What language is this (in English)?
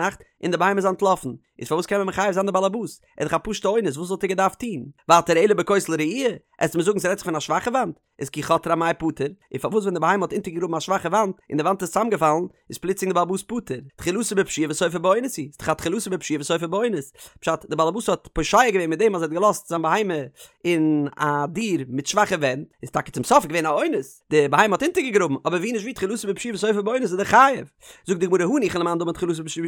Yiddish